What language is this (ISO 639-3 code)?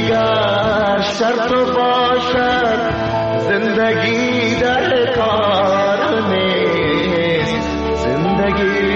fas